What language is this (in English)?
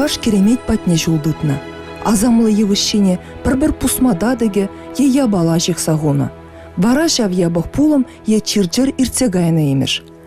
Chuvash